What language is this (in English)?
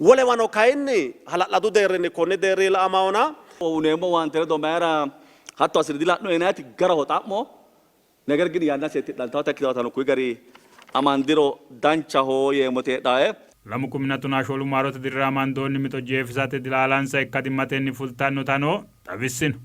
Sidamo